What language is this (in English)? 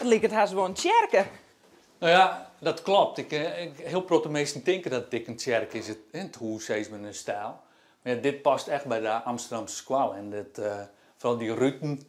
Western Frisian